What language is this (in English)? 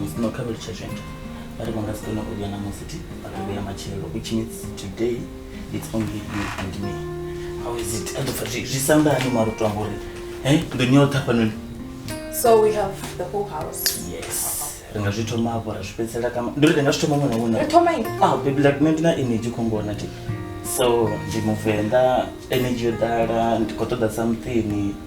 Venda